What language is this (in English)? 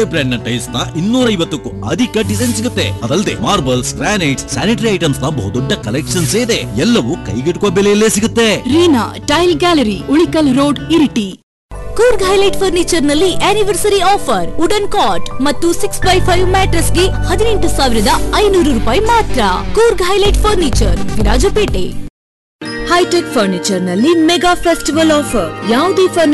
Kannada